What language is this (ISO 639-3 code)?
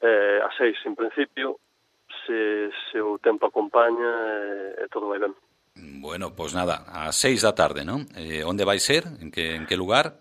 glg